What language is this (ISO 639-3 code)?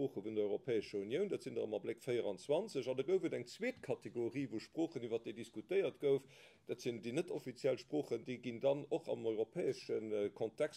ltz